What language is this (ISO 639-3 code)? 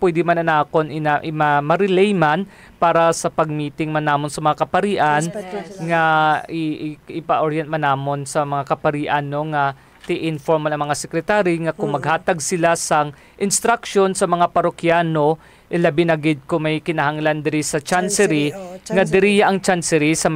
hil